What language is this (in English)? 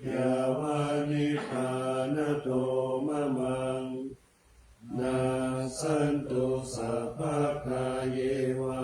Pali